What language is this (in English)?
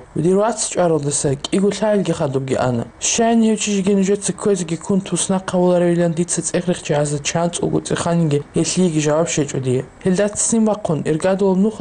Avaric